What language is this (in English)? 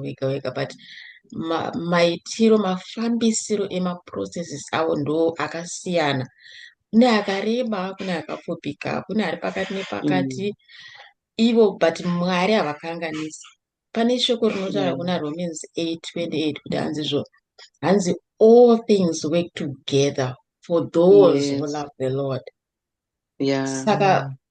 Shona